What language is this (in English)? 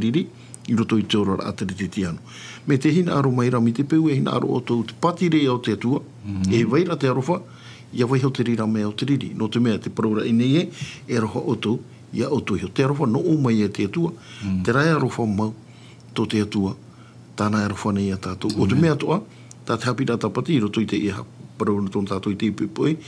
Tahitian